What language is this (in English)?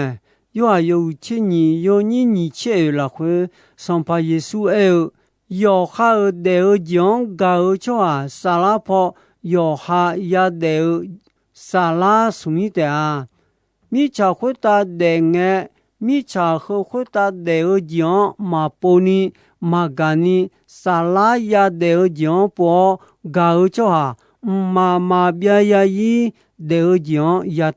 Akha